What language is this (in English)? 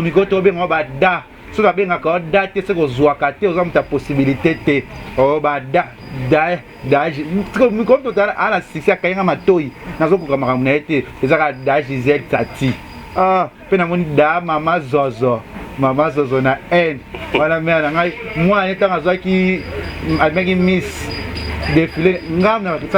Lingala